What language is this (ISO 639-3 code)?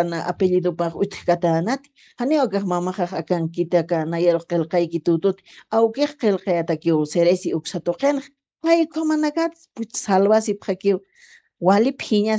aym